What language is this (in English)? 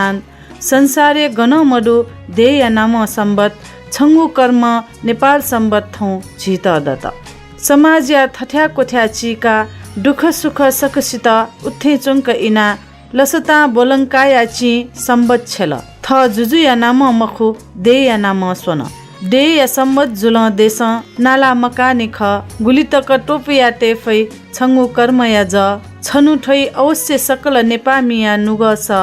Newari